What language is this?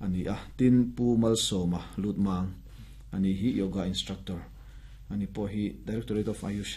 Mizo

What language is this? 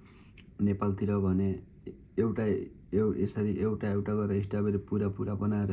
Nepali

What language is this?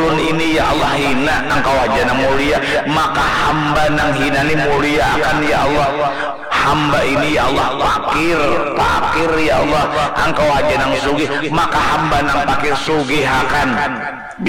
Banjar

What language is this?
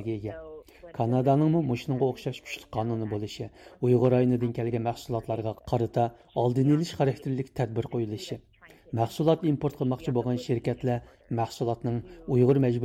Uyghur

